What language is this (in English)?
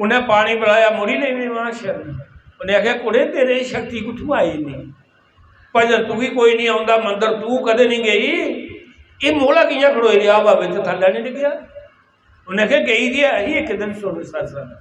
Dogri